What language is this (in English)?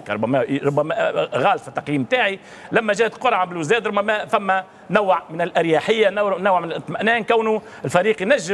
Tunisian Arabic